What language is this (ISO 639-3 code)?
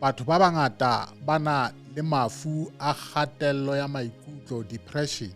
sot